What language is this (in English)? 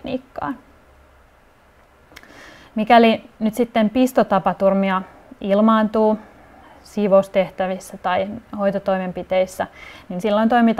Finnish